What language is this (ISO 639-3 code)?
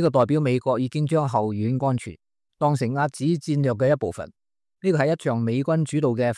yue